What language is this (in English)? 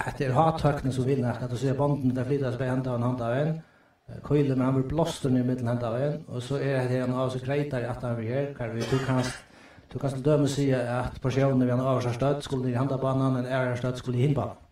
Faroese